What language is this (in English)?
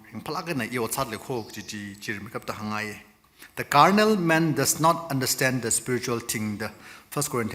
Tangkhul Naga (India)